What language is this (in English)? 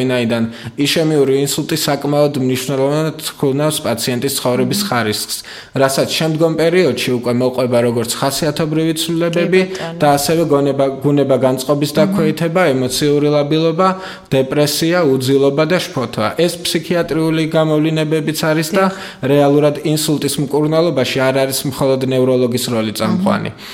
Georgian